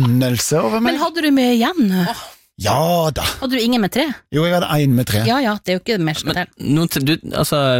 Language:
Norwegian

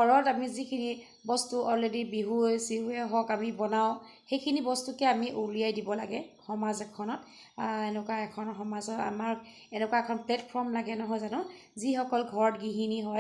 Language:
Assamese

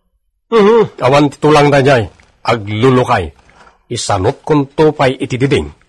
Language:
Iloko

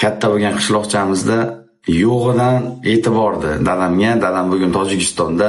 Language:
Uzbek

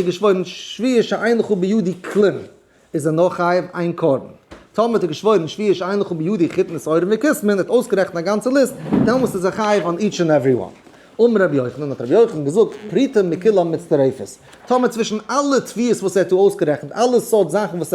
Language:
Yiddish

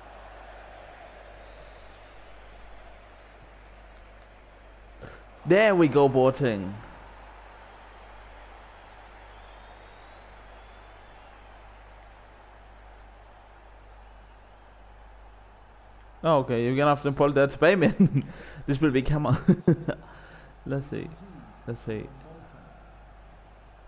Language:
Danish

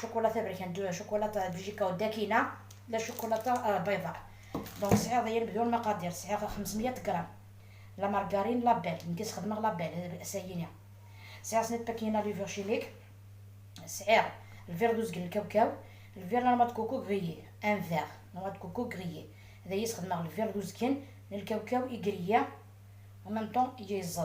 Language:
Algerian Arabic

